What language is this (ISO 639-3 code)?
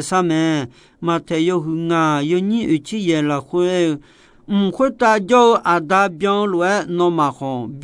ahk